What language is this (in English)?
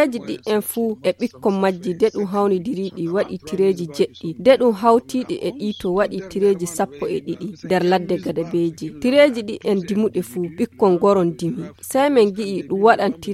Fula